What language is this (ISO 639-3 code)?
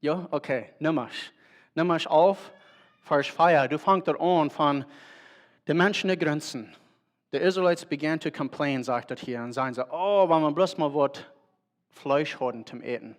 pdt